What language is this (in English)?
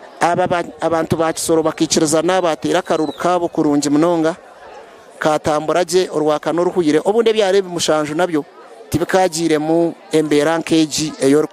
Nyankole